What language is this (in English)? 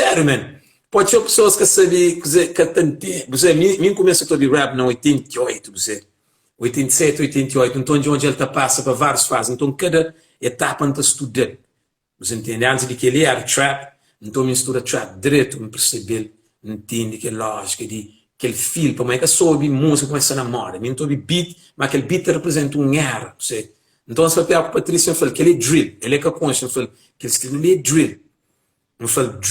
Kabuverdianu